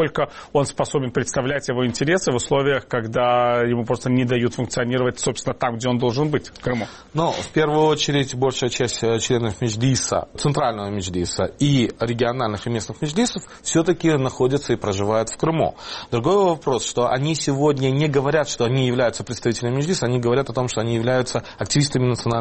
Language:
Russian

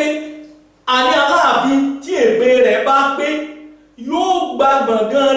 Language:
Yoruba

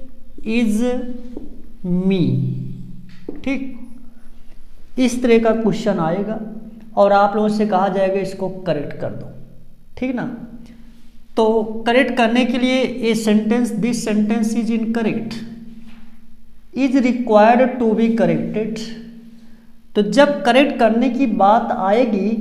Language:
Hindi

